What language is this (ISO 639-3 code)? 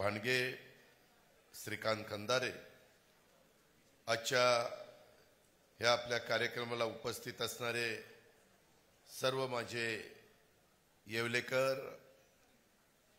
mar